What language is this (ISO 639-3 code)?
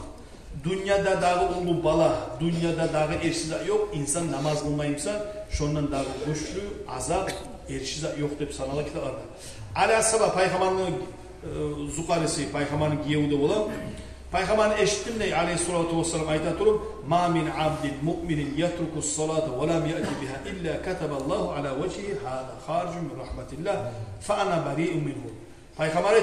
kum